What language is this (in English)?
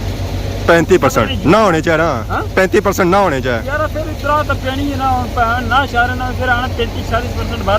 Pahari-Potwari